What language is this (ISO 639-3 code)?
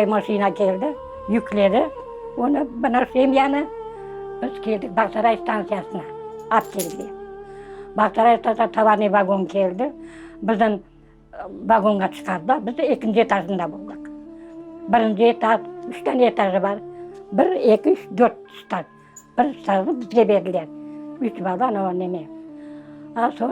crh